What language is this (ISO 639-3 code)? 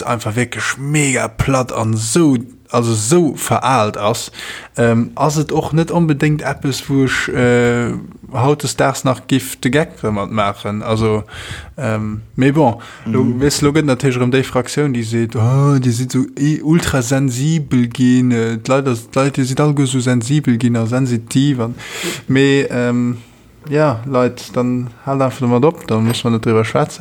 ltz